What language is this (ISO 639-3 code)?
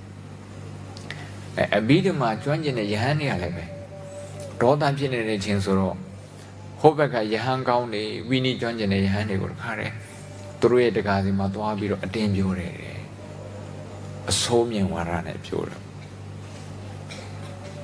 mya